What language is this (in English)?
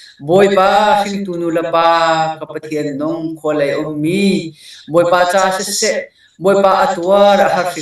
Hakha Chin